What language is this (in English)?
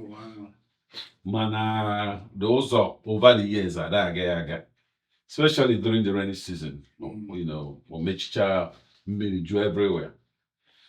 Igbo